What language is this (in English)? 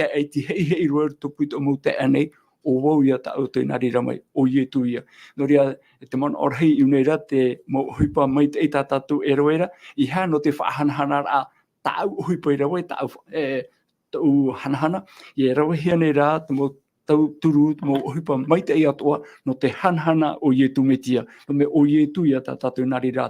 Tahitian